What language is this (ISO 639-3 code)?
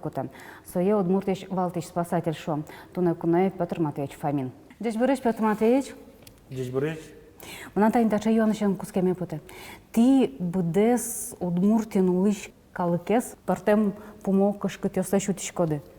udm